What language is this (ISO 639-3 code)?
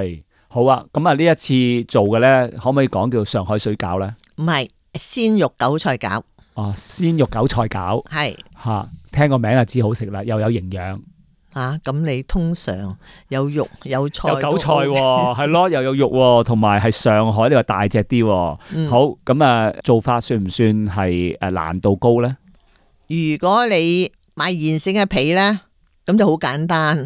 yue